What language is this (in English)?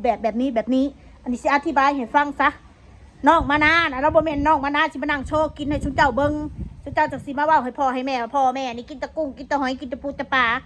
Northeastern Thai